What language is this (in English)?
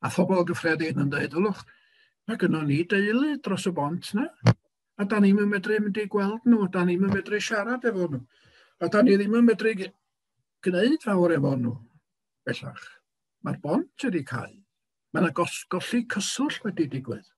Welsh